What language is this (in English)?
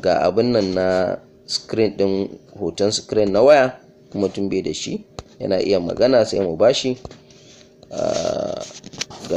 Hausa